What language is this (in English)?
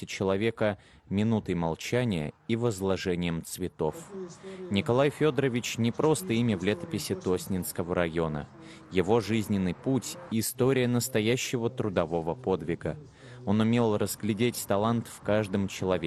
Russian